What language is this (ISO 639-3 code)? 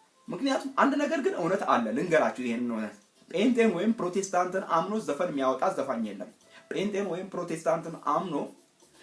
amh